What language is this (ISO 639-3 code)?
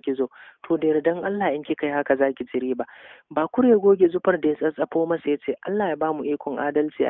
hau